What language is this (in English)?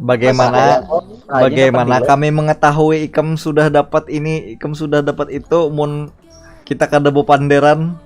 Banjar